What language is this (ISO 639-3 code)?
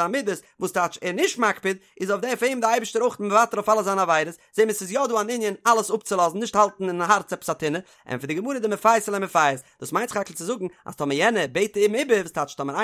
yid